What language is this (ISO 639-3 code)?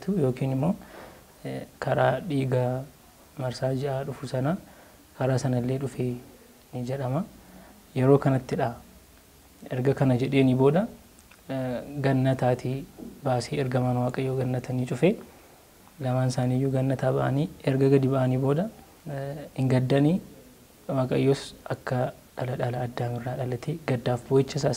orm